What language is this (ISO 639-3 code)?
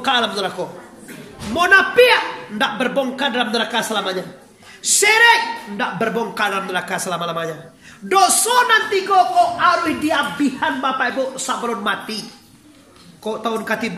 min